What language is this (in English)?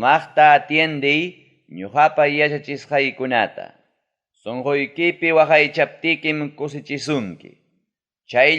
Ayacucho Quechua